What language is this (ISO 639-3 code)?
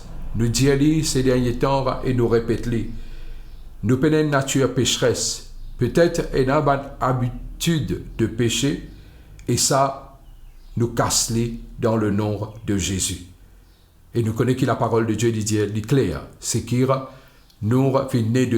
mfe